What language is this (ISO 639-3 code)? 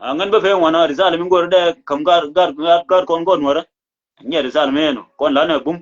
nus